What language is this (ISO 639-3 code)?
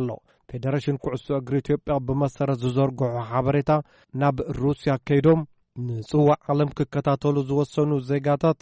tir